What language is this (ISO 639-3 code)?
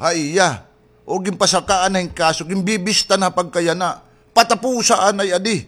war